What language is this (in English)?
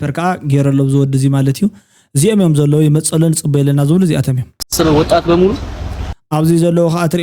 Tigrinya